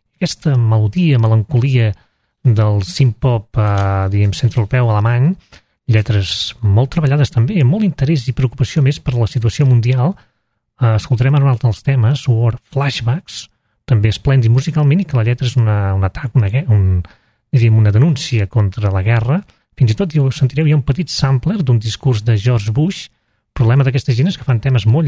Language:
Catalan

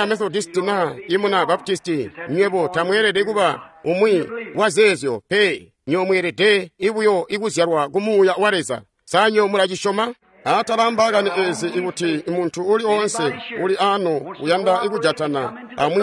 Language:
Tonga (Zambia)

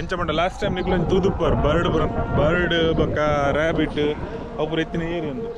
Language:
Tulu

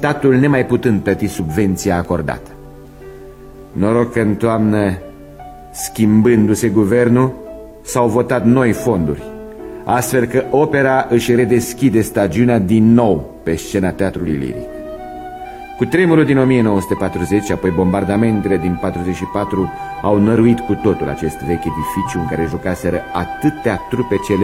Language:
Romanian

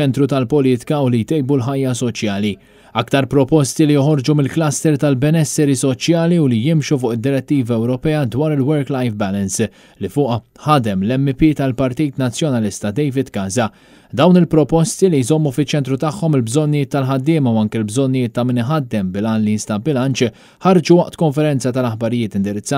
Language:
Maltese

